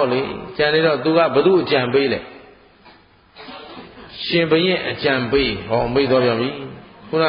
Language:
Burmese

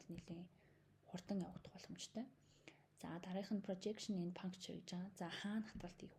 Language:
Mongolian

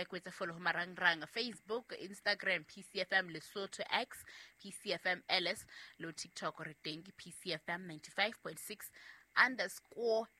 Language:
Southern Sotho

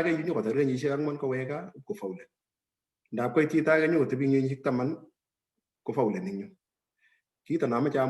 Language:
Kalenjin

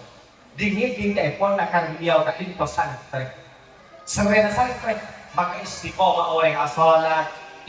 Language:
Madurese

